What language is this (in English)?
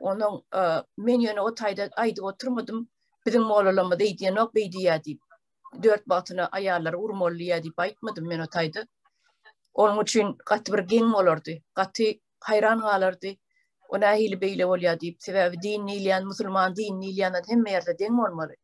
Turkmen